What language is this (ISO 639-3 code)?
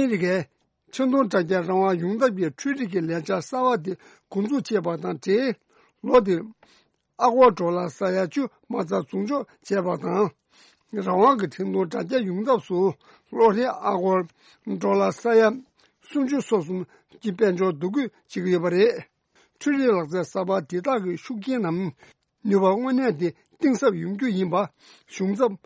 bod